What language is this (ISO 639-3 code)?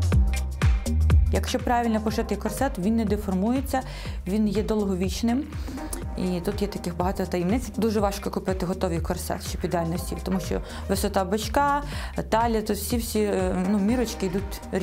ukr